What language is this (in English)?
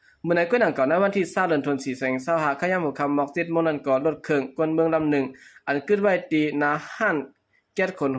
Shan